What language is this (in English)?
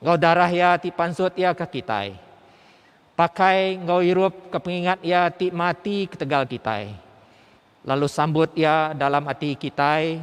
Iban